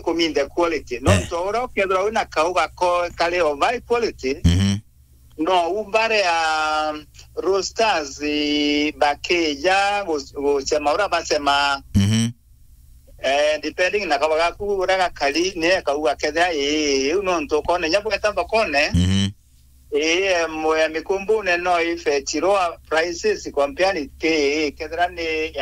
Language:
Meru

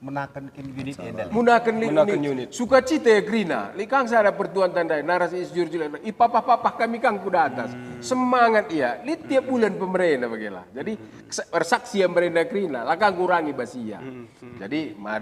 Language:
Batak Karo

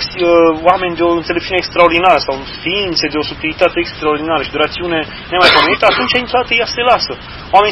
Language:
Romanian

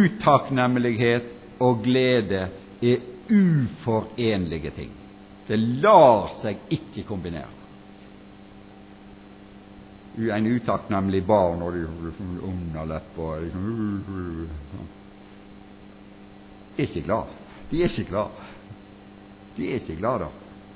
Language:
Norwegian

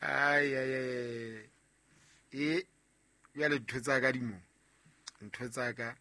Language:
Southern Sotho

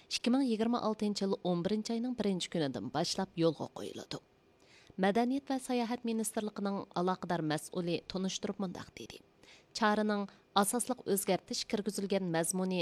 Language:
Uyghur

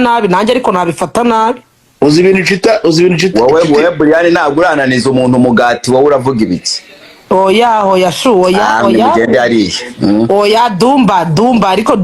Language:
Kinyarwanda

